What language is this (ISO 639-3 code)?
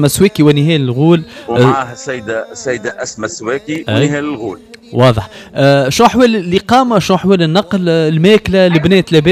aeb